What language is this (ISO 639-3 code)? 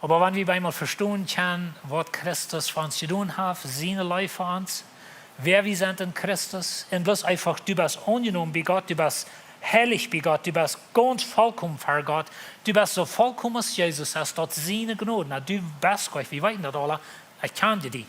pdt